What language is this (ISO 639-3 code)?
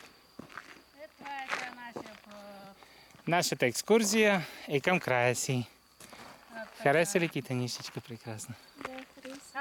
bul